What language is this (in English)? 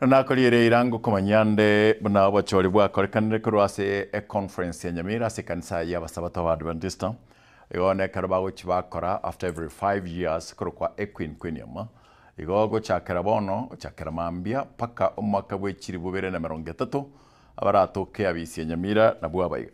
Gusii